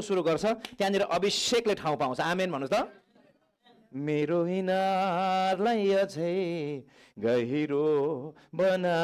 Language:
Nepali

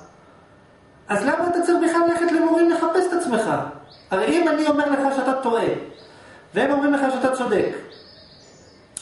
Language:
Hebrew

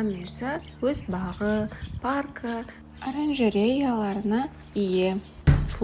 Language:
Kara-Kalpak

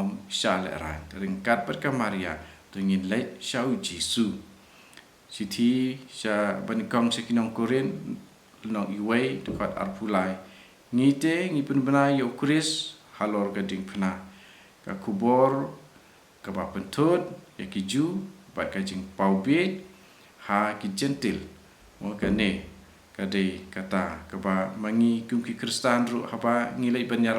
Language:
Khasi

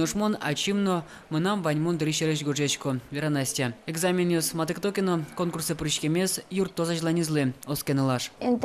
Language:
Udmurt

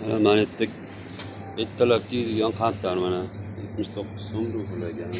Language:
Uzbek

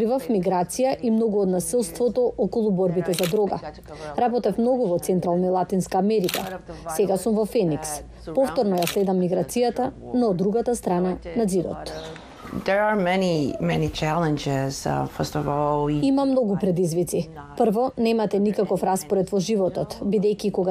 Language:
Macedonian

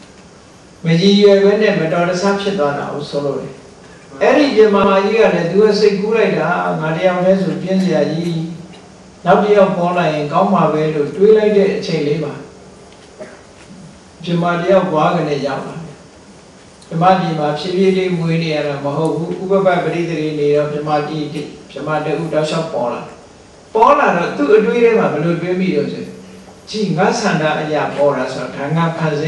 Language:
Burmese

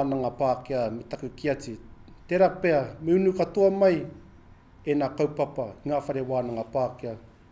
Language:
Māori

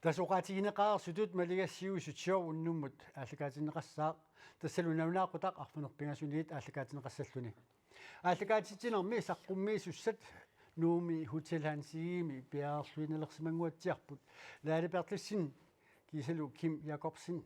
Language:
Kalaallisut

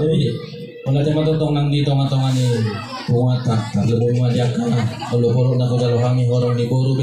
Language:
Batak Toba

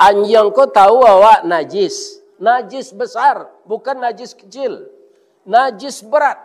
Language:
Minangkabau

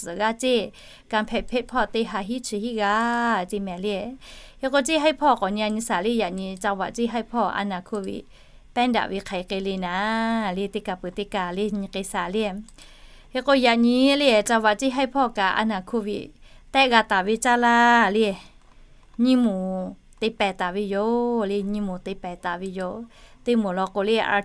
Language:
Lahu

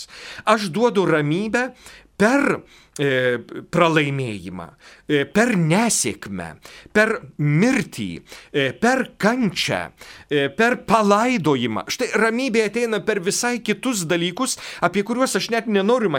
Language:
Lithuanian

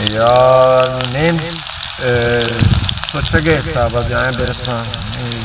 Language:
Baluchi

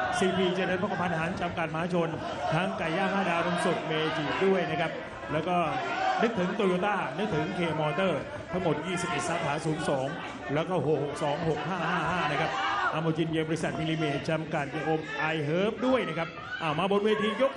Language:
Thai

